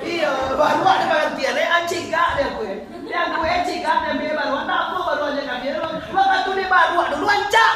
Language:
Minangkabau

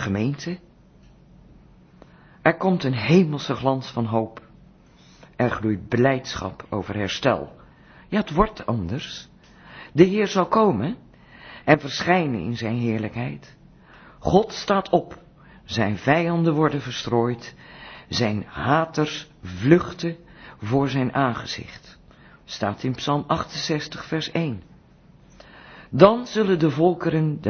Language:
Dutch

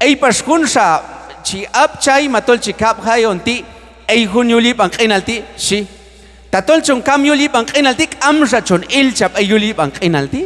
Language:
Q'anjob'al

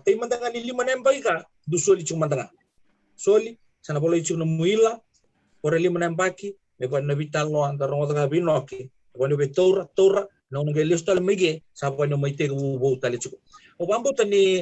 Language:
Fijian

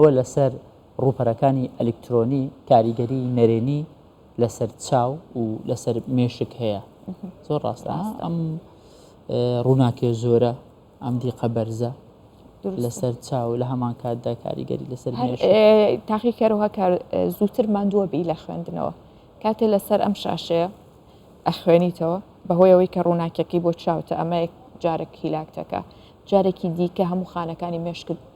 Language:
Central Kurdish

